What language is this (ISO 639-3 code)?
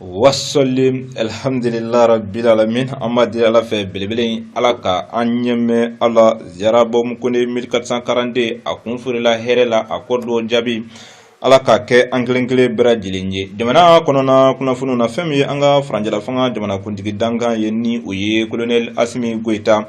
bam